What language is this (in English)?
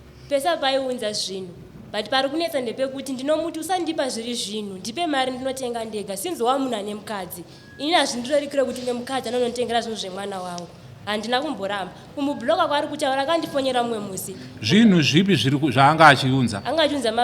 Shona